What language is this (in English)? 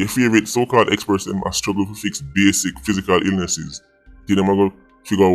Jamaican Creole English